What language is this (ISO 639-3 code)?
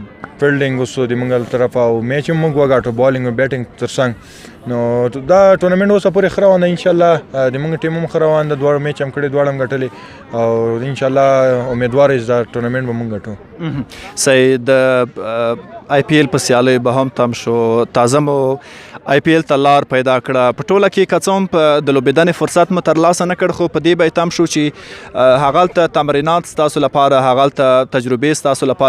pus